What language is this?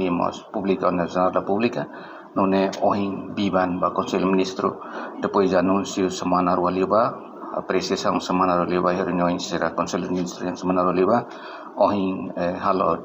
Tetum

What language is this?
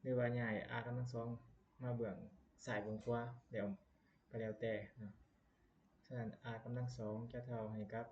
Lao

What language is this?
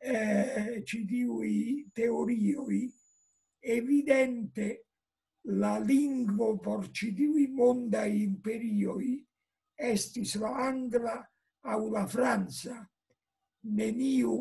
Esperanto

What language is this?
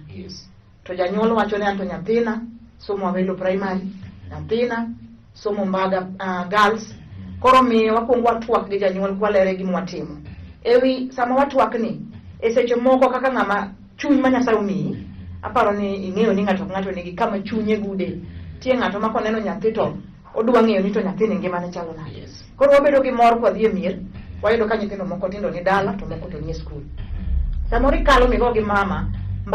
Luo (Kenya and Tanzania)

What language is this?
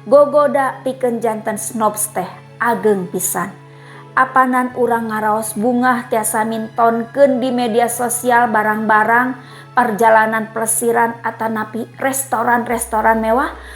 Sundanese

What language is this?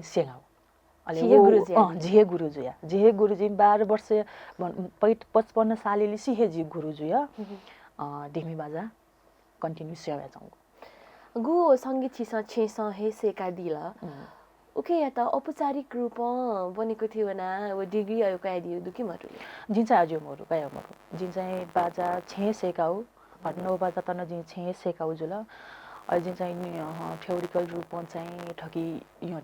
Newari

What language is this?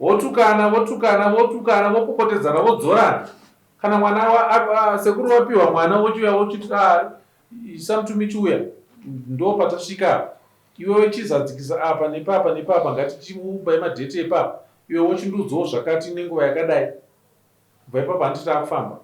Shona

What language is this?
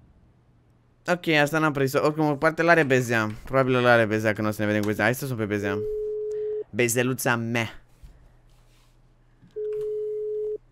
Romanian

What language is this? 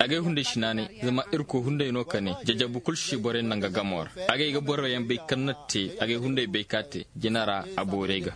Koyraboro Senni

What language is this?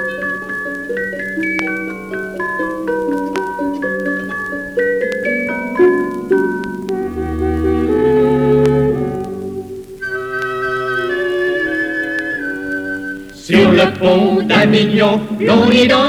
French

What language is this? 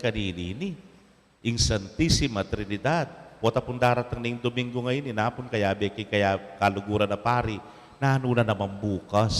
Pampanga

